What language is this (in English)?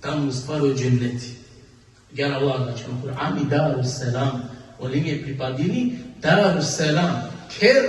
Balkan Romani